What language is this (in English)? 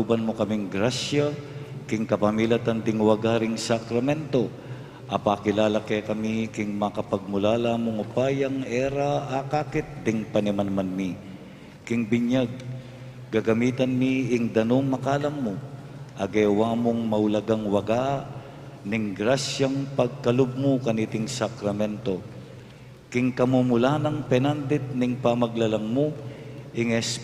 Pampanga